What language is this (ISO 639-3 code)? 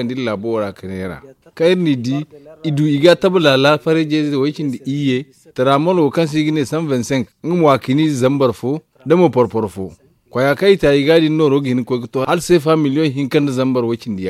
dje